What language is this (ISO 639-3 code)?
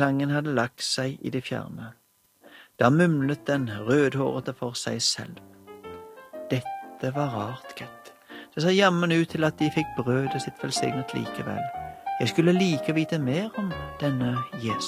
nor